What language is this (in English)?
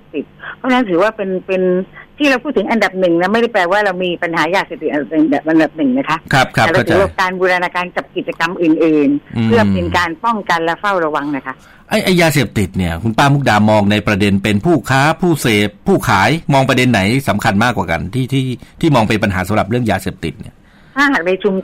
Thai